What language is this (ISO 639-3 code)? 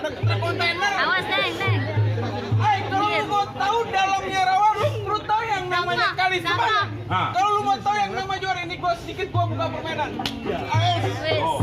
bew